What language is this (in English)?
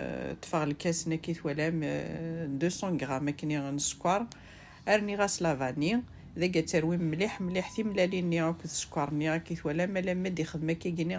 Kabyle